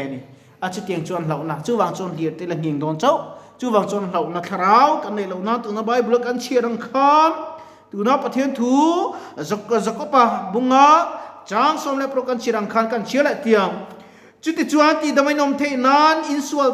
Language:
Mizo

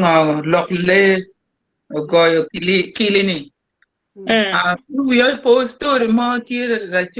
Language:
Acoli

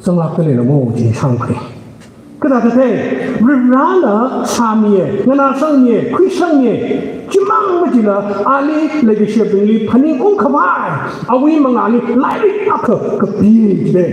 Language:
Tangkhul Naga (India)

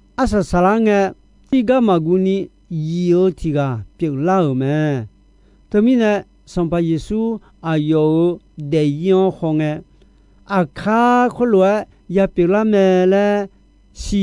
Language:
Akha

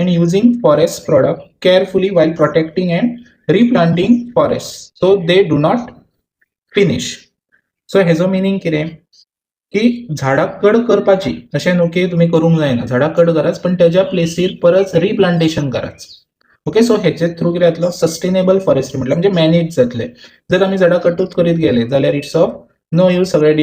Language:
Konkani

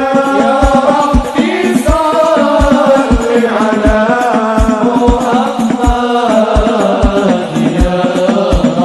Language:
Arabic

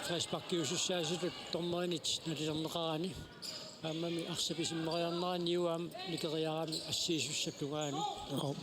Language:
Kalaallisut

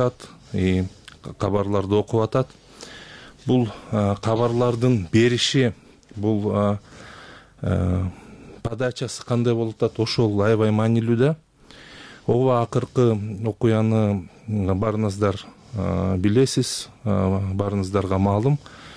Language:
Kyrgyz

